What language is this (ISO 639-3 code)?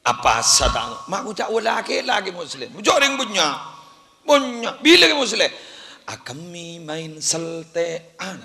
mad